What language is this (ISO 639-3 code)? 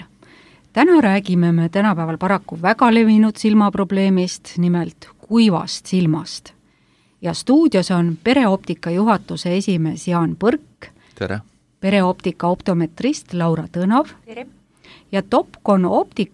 est